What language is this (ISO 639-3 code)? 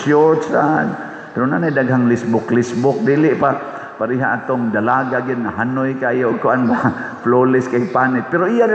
ceb